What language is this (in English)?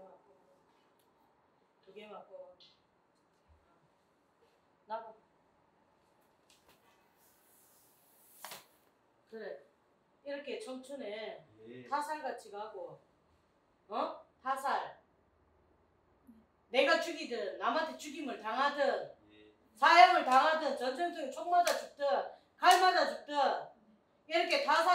Korean